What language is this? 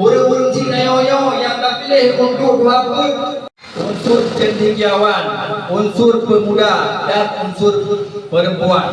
Achinese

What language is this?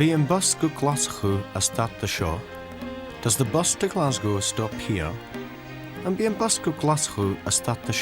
Scottish Gaelic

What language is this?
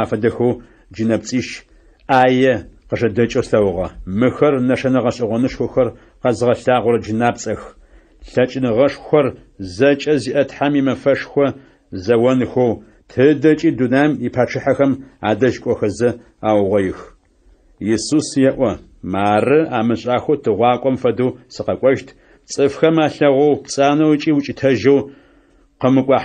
Adyghe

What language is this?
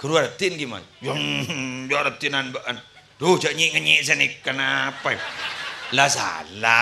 Madurese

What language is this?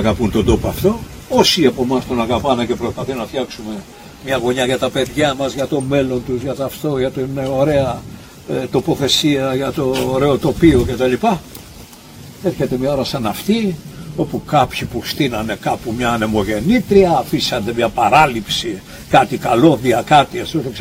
Greek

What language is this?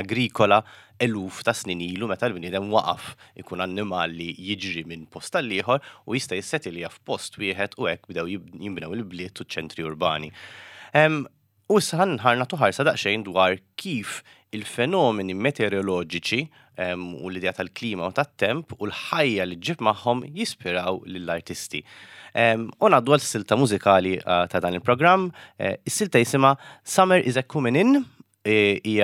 Maltese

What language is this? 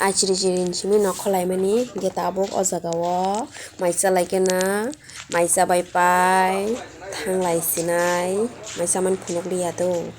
Kok Borok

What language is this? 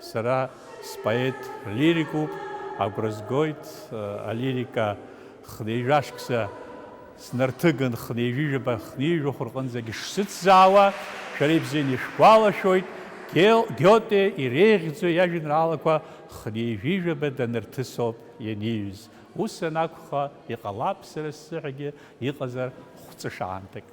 Abkhazian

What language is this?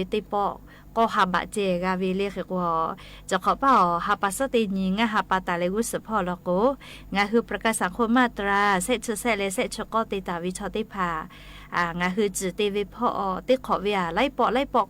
Lahu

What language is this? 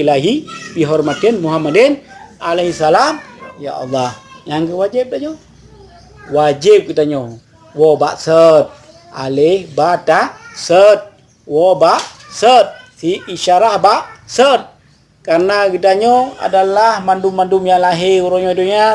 Achinese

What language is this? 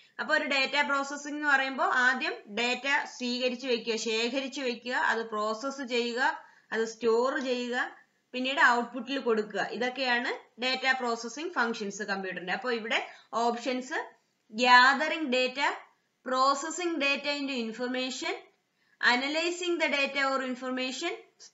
Malayalam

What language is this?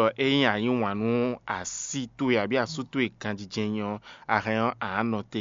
Fon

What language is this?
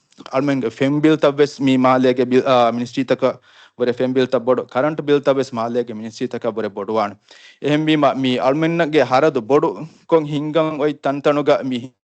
Divehi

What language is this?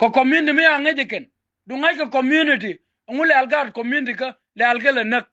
Nuer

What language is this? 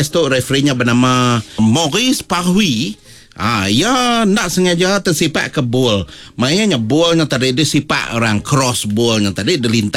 Iban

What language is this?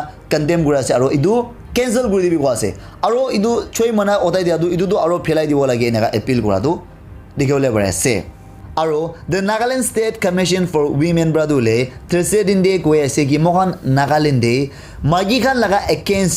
Naga Pidgin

